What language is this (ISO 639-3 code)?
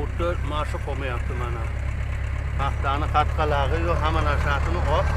uzb